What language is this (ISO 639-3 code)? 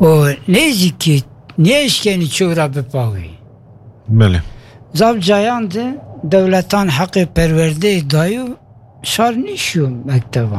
kur